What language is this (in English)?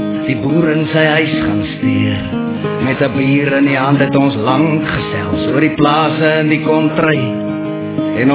Afrikaans